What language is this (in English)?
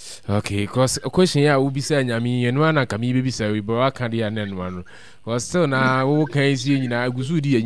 Akan